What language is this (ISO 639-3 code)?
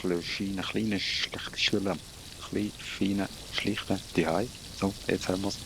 gsw